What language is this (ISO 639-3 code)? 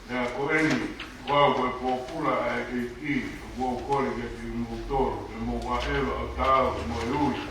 ton